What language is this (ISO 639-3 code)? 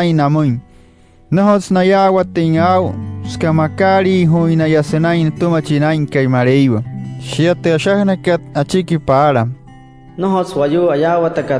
guc